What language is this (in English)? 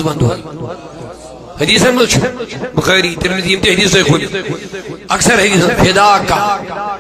Kashmiri